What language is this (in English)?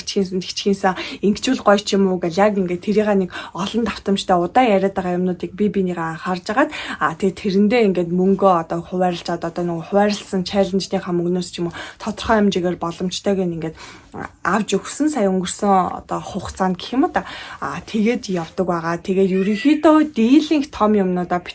Mongolian